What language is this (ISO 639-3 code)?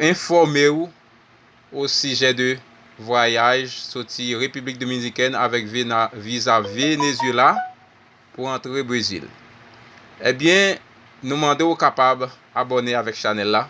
hat